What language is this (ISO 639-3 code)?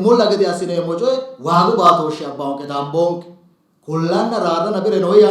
sid